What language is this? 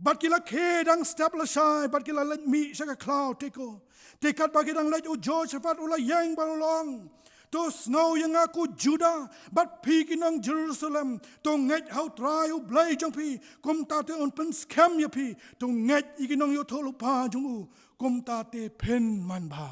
Khasi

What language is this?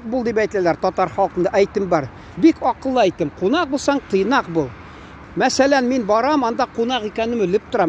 Tatar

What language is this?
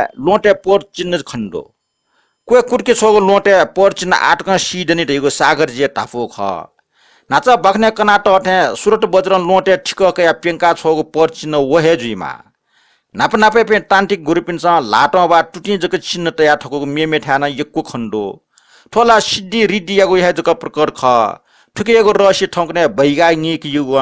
Newari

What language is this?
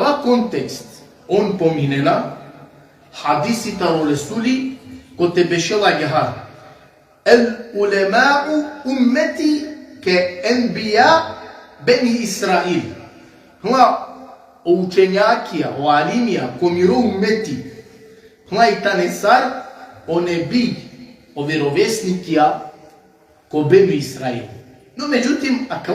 Balkan Romani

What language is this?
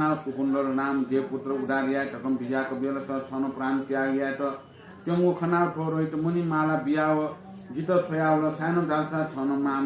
Newari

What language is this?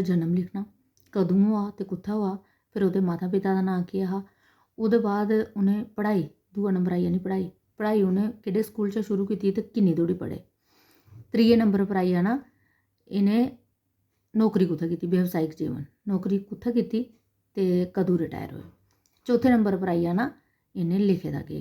Dogri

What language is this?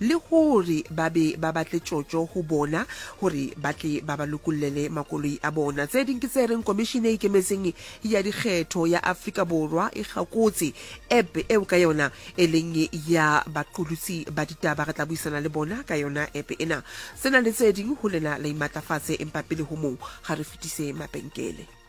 Southern Sotho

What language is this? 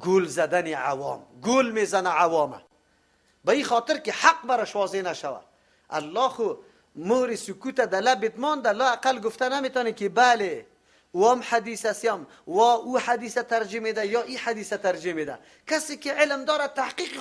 Persian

